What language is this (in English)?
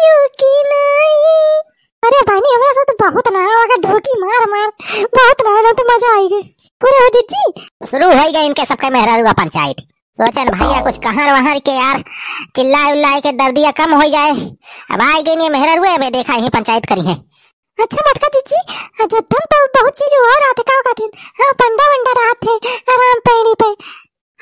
Awadhi